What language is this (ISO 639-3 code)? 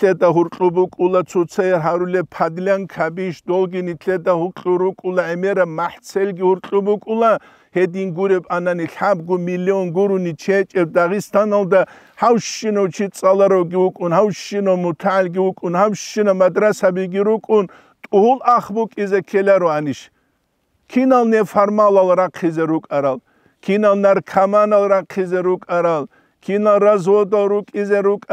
ava